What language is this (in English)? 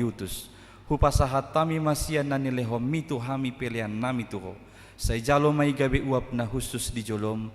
Batak Toba